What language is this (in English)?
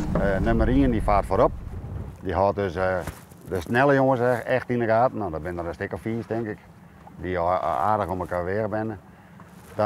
Western Frisian